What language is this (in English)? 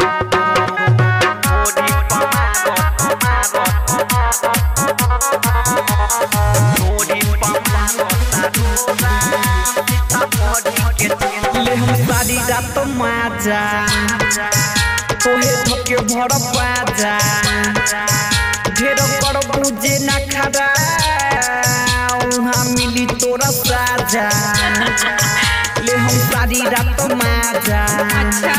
Bhojpuri